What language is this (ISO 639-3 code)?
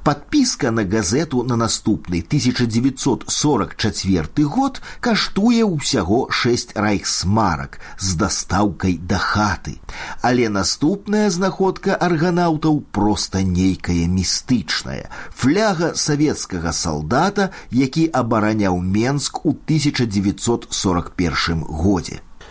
bel